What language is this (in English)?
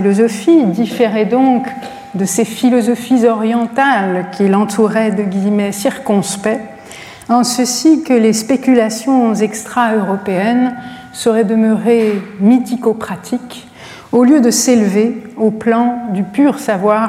French